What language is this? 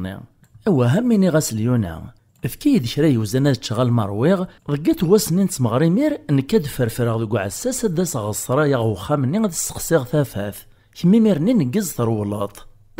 Kabyle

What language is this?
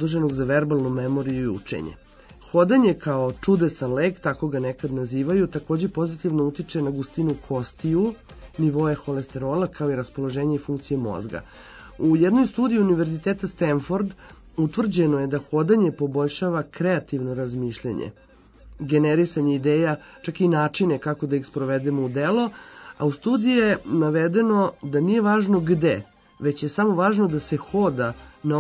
Serbian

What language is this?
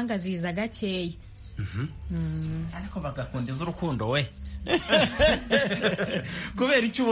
Kinyarwanda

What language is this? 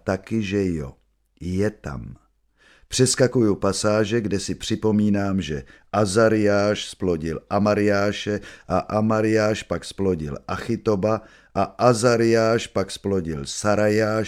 Czech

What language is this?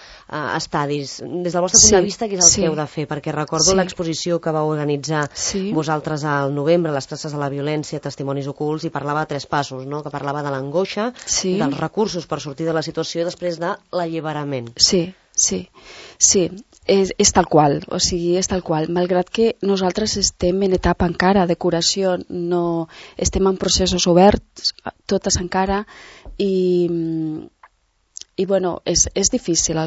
Catalan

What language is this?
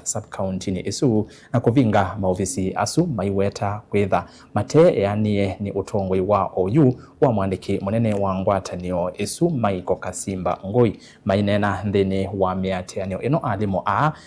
Kamba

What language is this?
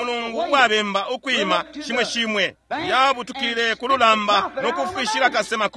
Bemba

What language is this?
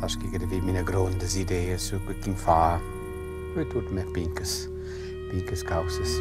Romansh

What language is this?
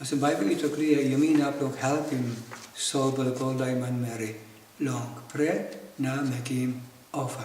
Tok Pisin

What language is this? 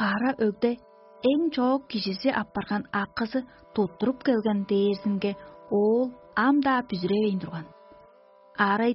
Tuvinian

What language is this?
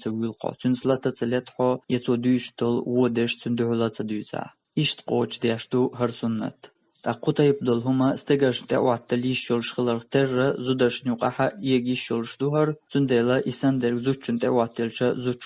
Chechen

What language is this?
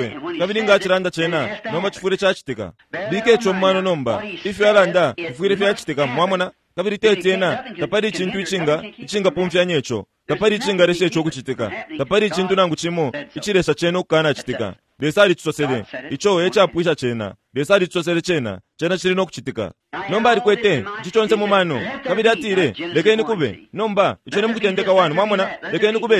Bemba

